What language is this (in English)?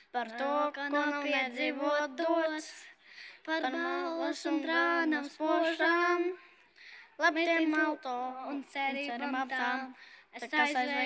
Latvian